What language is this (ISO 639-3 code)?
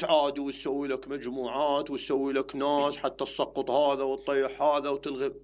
acm